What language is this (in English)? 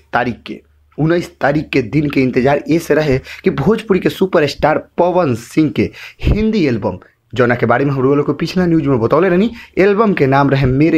Bhojpuri